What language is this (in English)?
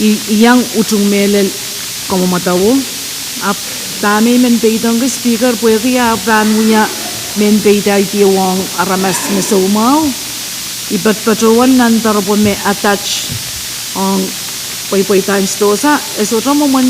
Pohnpeian